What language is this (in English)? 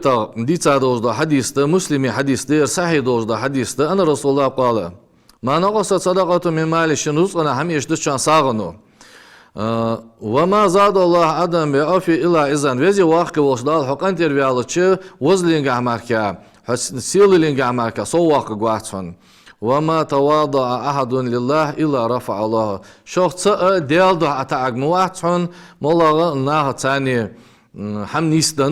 Ingush